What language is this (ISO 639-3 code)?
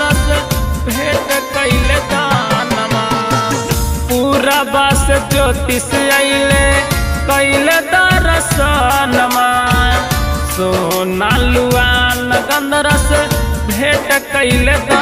bho